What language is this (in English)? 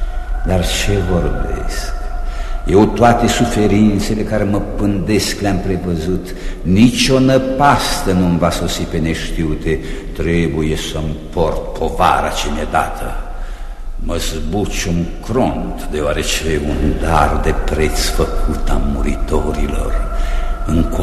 Romanian